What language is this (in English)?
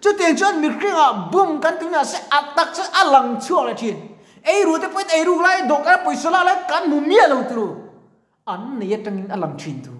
Mizo